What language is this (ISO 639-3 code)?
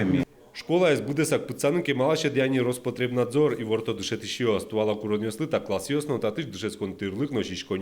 udm